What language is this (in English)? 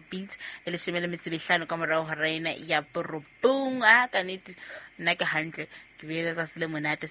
Southern Sotho